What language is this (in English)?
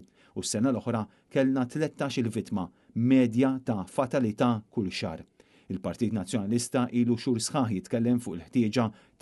Maltese